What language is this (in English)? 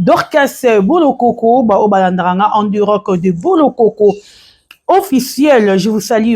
Lingala